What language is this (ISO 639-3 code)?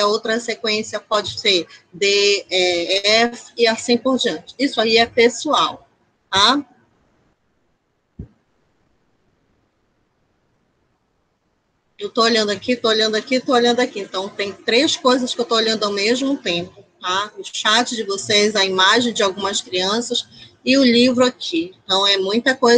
por